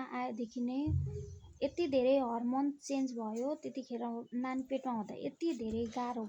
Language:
Nepali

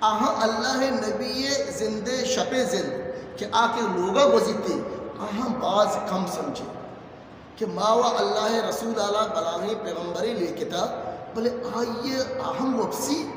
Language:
Eastern Balochi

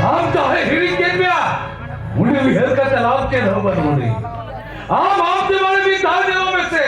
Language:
Santali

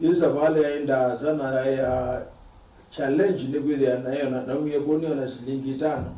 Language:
Kamba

